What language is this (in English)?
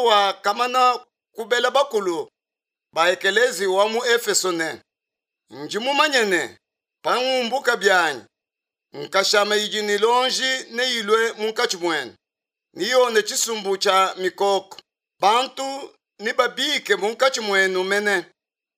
Luba-Lulua